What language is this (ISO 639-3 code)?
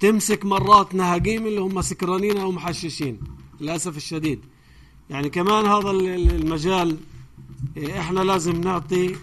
apc